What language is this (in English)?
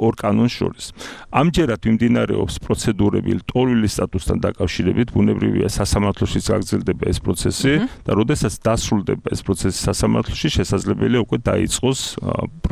Georgian